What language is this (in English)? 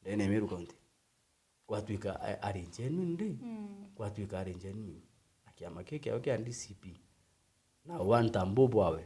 Meru